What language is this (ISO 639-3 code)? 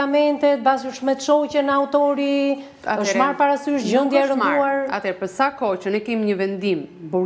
sqi